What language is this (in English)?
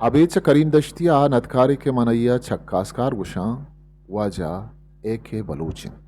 Eastern Balochi